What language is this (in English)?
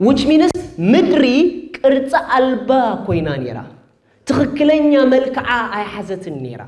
Tigrinya